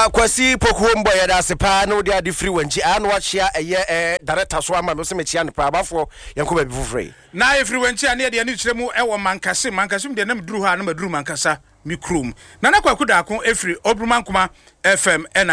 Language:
Akan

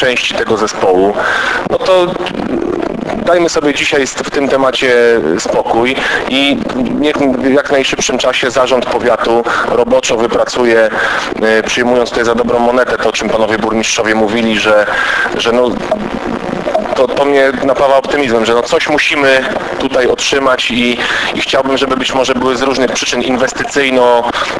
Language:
Polish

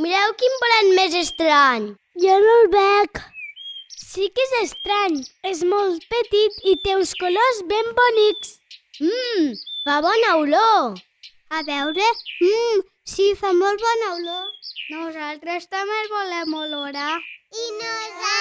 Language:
Catalan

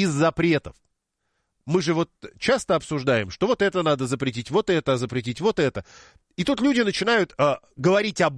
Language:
Russian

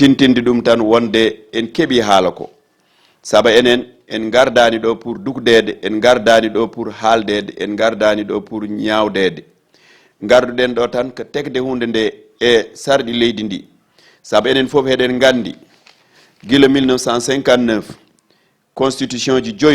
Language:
Fula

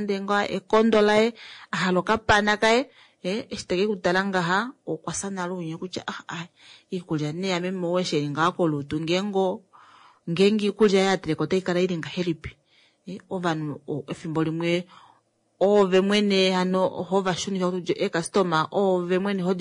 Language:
Kuanyama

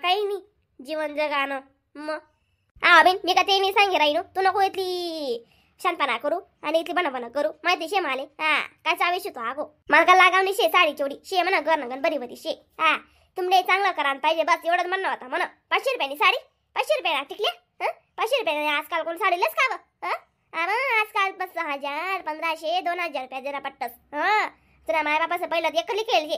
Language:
Khandesi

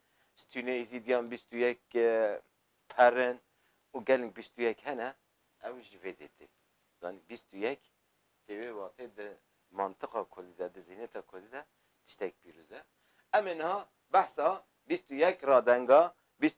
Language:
Kurdish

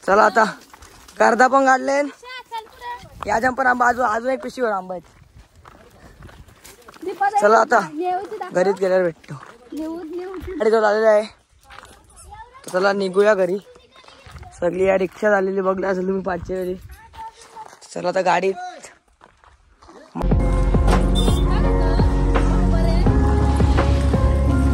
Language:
Marathi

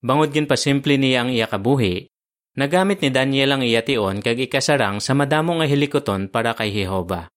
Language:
Hiligaynon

